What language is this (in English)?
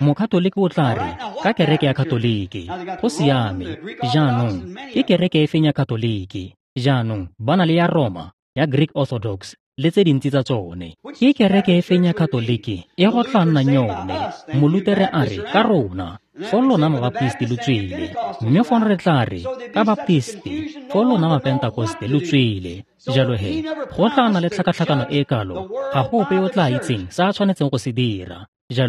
Tswana